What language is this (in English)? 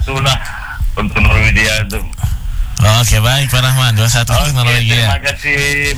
Indonesian